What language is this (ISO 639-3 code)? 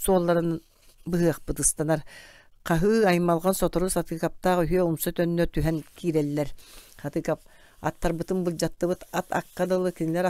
sah